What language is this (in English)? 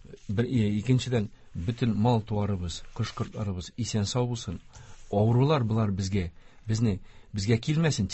Tatar